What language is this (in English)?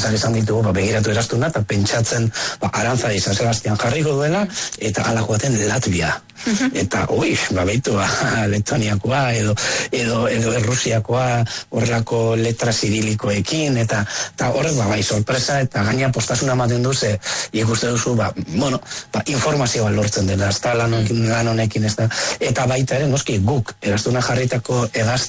Basque